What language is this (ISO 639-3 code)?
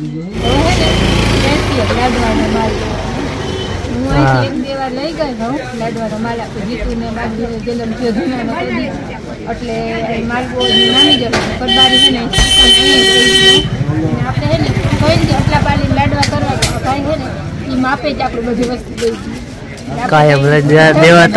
guj